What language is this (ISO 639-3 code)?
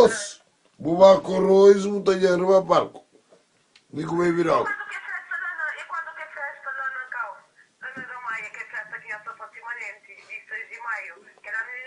kea